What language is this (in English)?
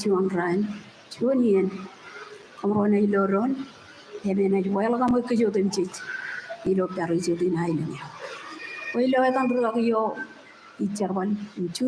Marshallese